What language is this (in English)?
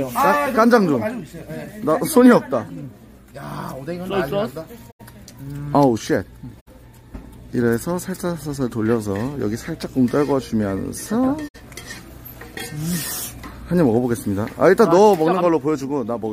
Korean